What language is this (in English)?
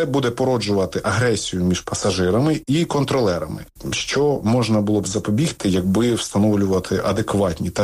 Ukrainian